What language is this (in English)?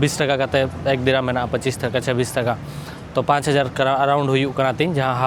Santali